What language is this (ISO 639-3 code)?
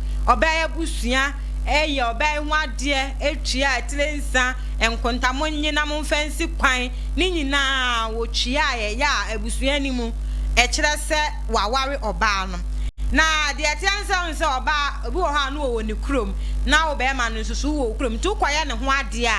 aka